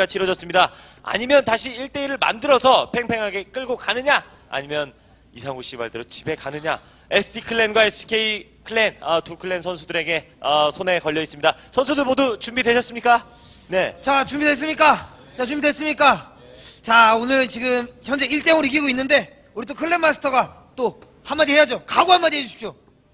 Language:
Korean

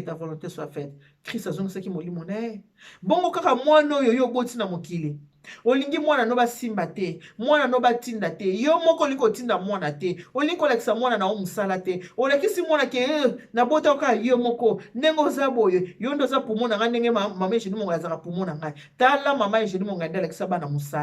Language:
Lingala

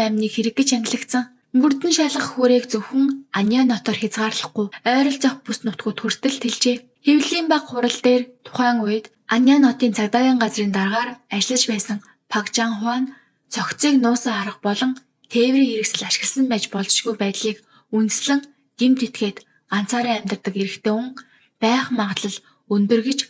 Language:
Mongolian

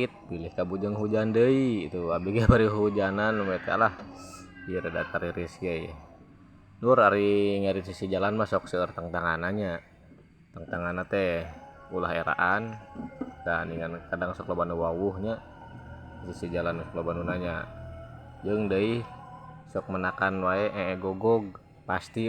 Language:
Sundanese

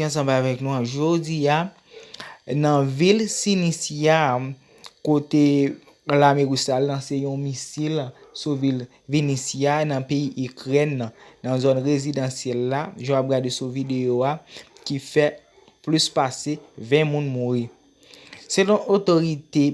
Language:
Haitian Creole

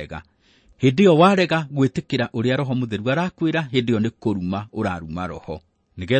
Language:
Kikuyu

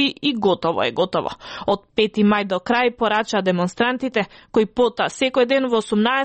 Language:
Macedonian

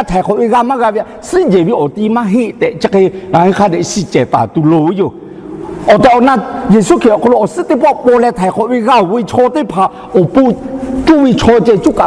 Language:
Lahu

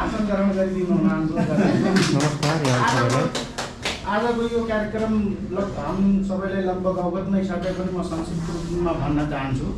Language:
Nepali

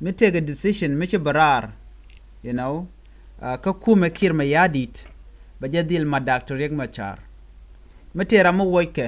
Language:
Nuer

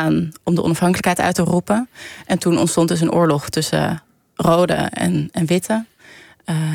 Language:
Dutch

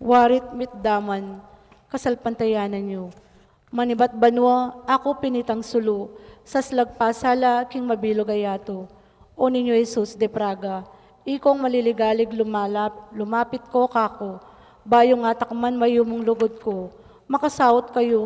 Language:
Pampanga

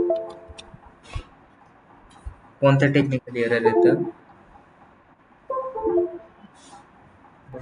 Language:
Marathi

